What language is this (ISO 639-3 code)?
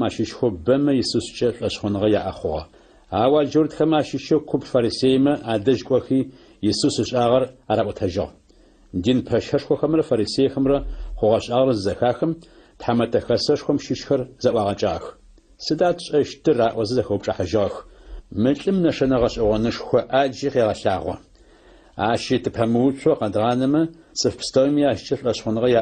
ady